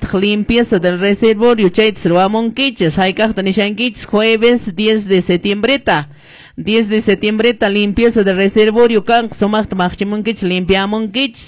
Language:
Quechua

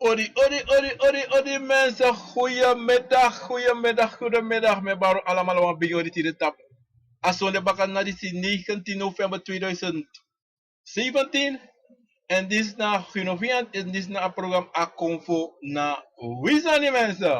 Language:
Sranan Tongo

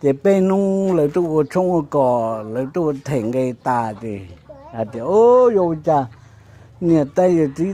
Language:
Hmong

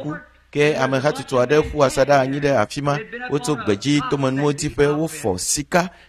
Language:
Ewe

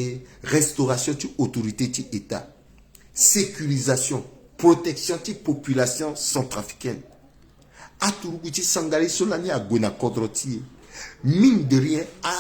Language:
Sango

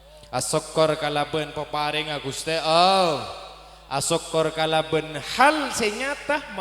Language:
Madurese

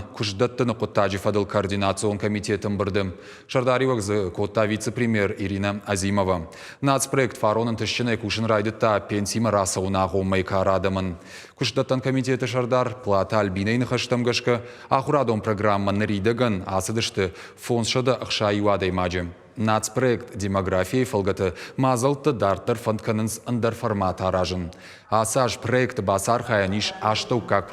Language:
Ossetic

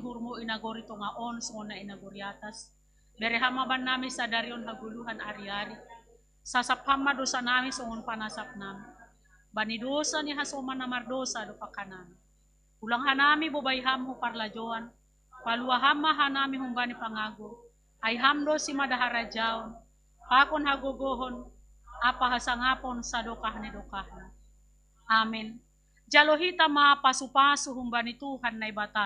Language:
Batak Simalungun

